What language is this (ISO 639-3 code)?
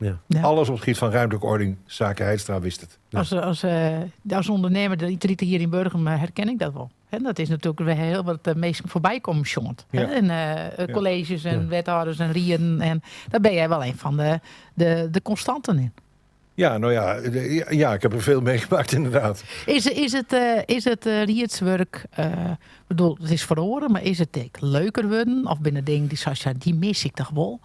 fry